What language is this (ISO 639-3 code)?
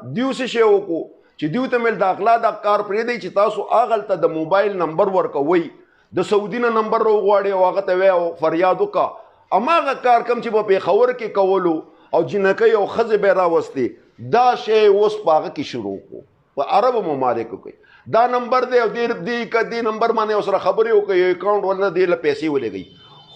pus